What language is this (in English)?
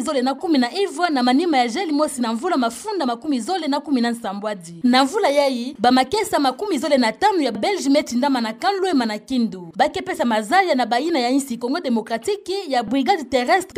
Kituba (Democratic Republic of Congo)